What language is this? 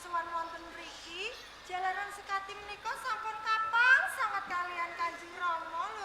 Javanese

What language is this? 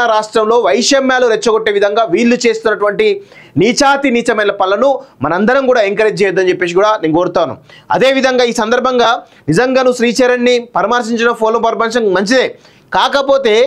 Telugu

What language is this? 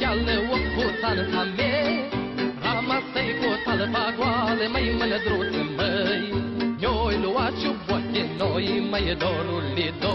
Romanian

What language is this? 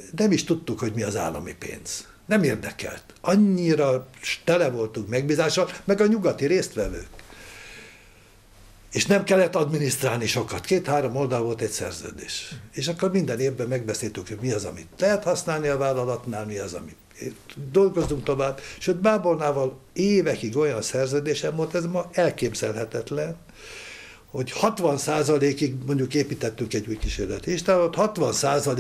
Hungarian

